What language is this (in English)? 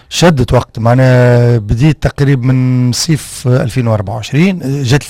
Tunisian Arabic